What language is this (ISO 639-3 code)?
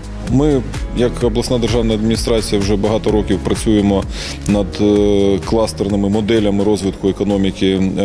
ukr